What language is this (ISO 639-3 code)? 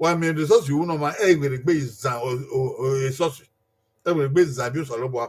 bin